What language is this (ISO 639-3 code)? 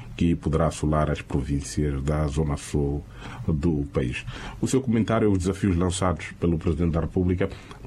por